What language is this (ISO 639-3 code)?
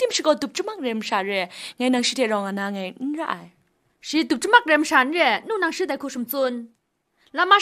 kac